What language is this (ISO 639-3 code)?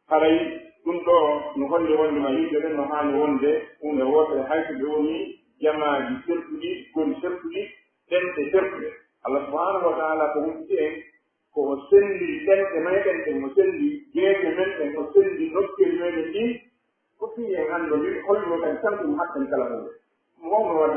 fuf